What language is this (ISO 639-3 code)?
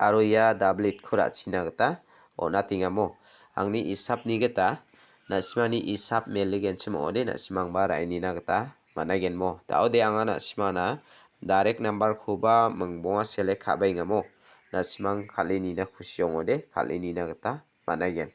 grt